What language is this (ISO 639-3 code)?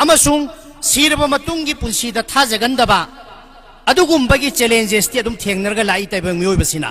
mni